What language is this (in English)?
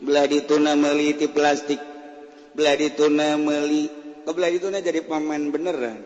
Sundanese